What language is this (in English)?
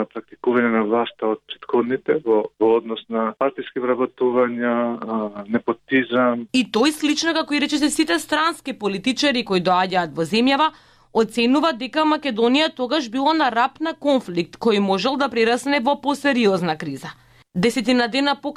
Macedonian